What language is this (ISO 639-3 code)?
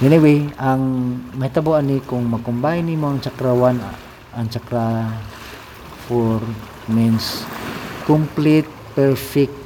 ceb